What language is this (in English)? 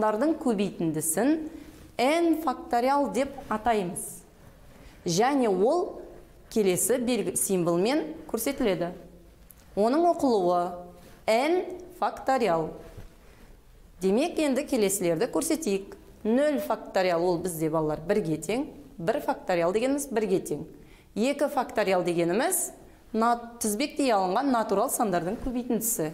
Kazakh